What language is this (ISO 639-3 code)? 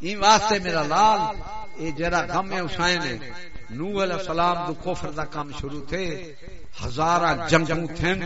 skr